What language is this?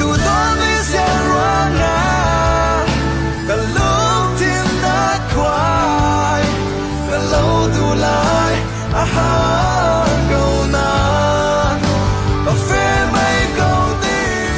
Falam Chin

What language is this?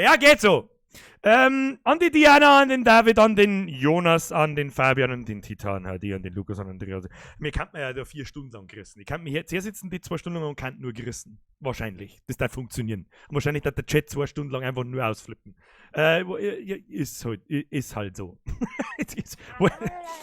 Bavarian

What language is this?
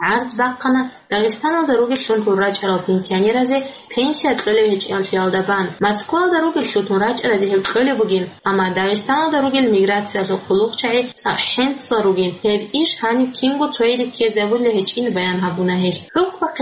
Avaric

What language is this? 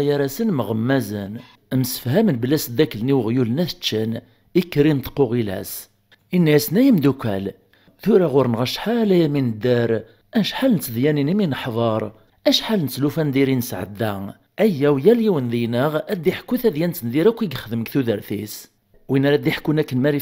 Kabyle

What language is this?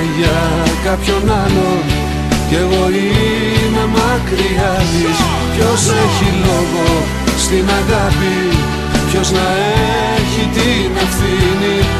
Greek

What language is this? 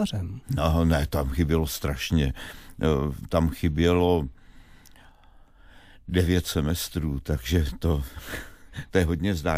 Czech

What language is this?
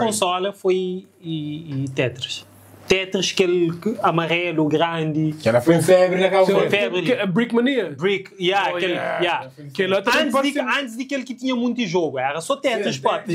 Kabuverdianu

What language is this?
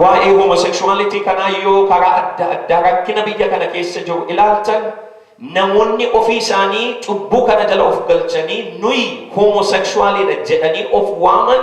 Oromo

